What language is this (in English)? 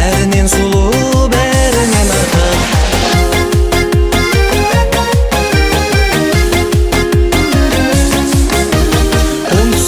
Kazakh